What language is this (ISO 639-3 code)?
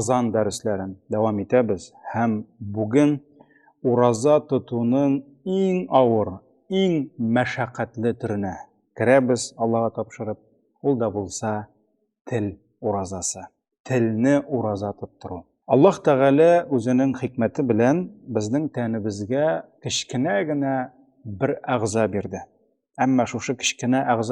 tat